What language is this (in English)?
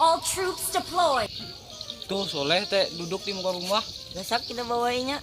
Banjar